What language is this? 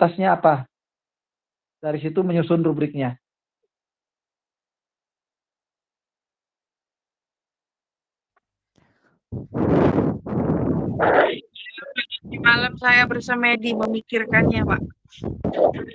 Indonesian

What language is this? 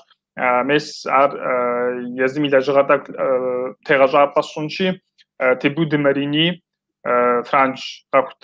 Kabardian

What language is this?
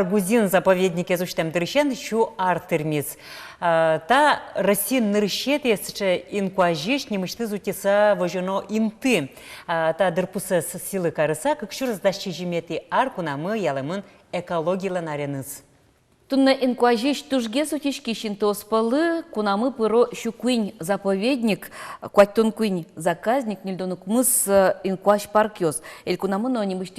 Udmurt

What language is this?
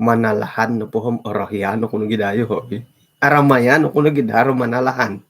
Central Dusun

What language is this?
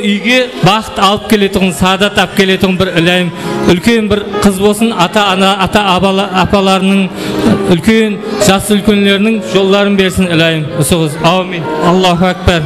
Kara-Kalpak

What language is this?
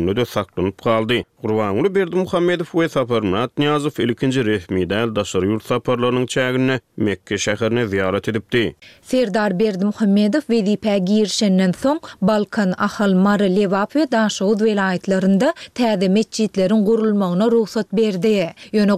Turkmen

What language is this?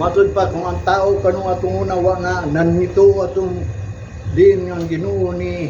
Cebuano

